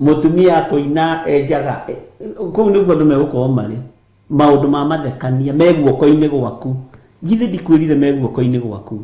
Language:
Kikuyu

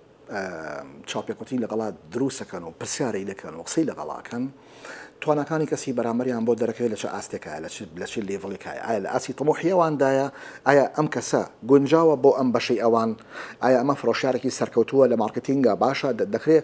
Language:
Central Kurdish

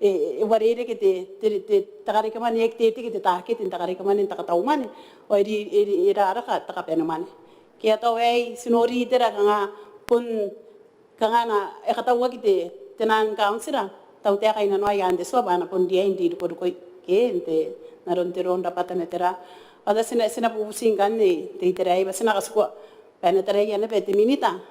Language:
Gilbertese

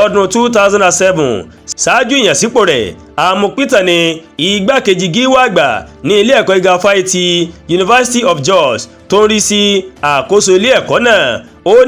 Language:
Yoruba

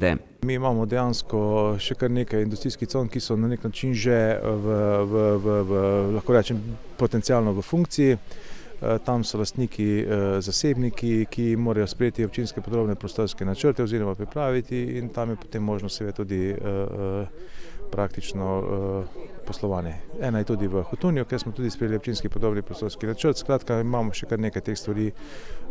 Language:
Slovenian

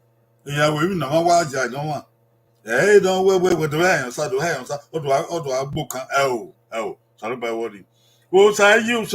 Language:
Bini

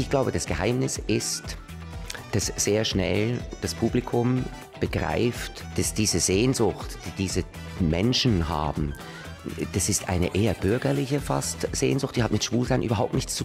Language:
Swiss German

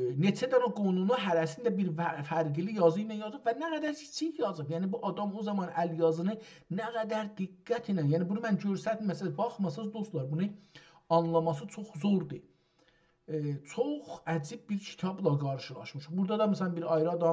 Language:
South Azerbaijani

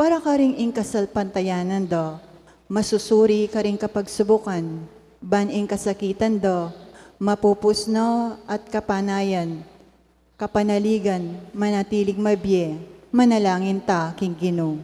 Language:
Pampanga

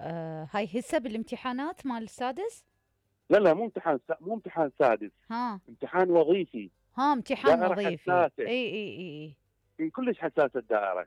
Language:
Mesopotamian Arabic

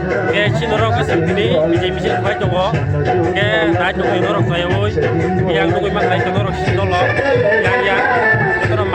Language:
Kok Borok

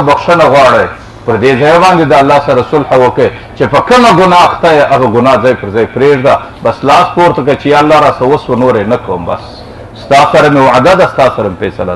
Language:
Pashto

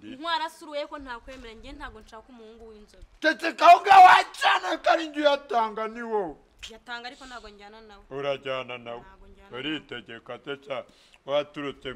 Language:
Kinyarwanda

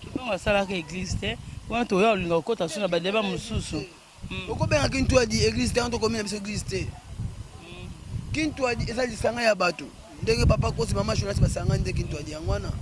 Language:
Lingala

